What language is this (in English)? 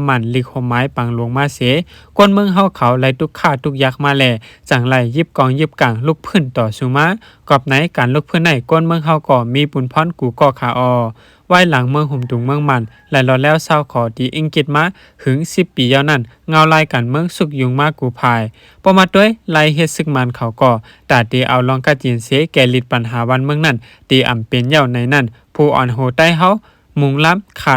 Shan